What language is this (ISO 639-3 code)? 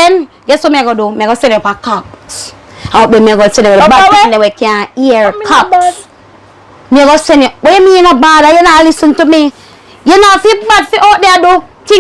jam